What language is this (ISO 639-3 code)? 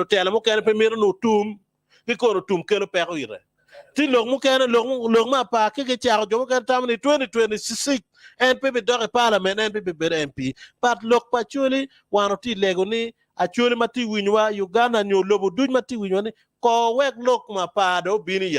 ach